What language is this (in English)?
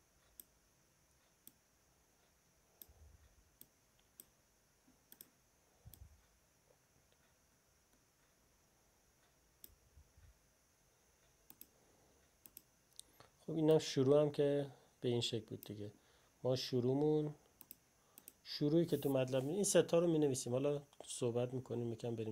Persian